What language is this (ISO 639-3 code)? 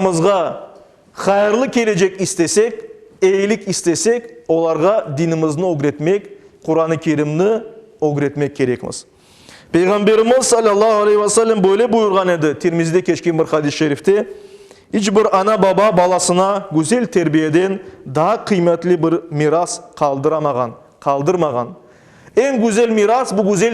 crh